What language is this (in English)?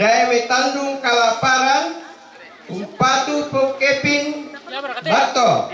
Toraja-Sa'dan